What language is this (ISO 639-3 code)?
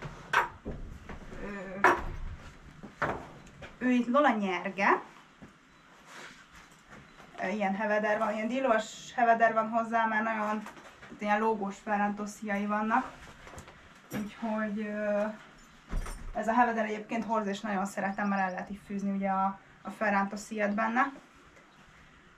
hun